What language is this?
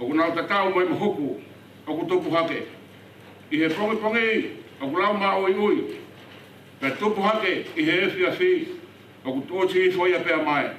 Tongan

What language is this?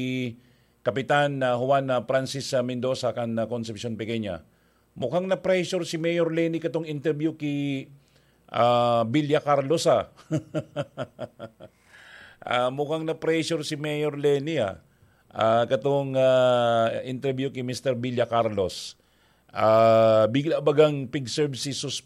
Bikol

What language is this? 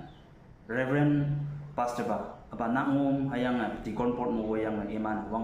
Konyak Naga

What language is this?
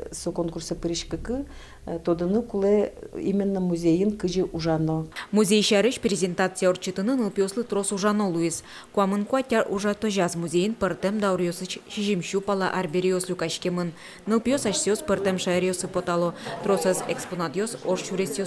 Udmurt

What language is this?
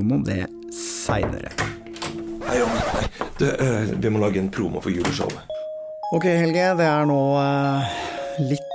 Norwegian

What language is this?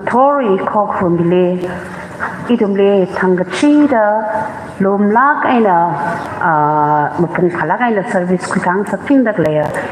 Tangkhul Naga (India)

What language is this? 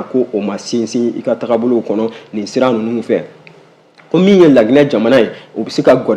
Bambara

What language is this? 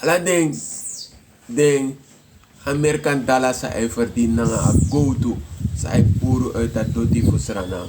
Sranan Tongo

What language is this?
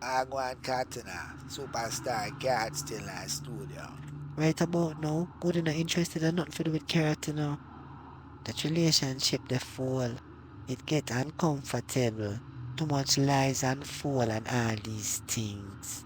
Jamaican Creole English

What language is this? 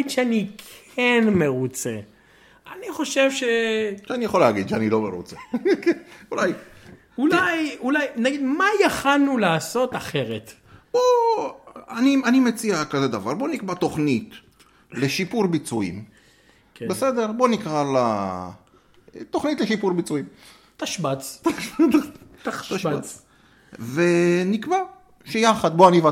Hebrew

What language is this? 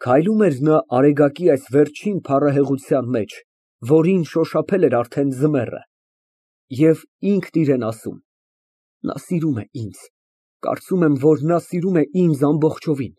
Armenian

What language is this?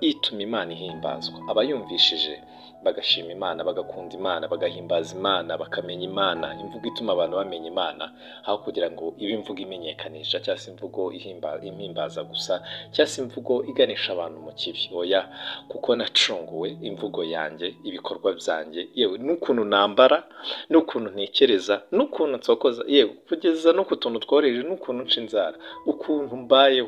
Kinyarwanda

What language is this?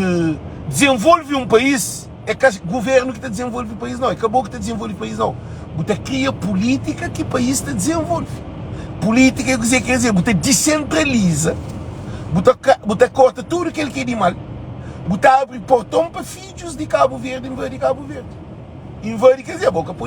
Kabuverdianu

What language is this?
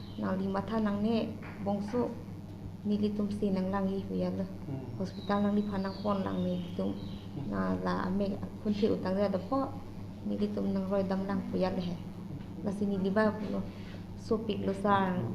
Karbi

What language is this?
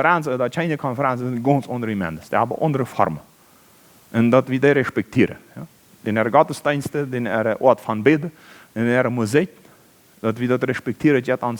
Plautdietsch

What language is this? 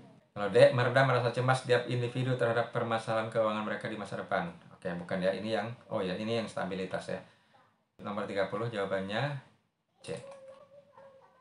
Indonesian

